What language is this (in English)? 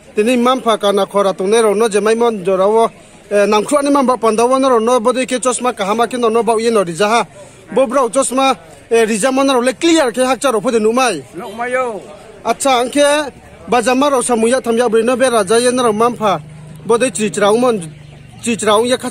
Riang (India)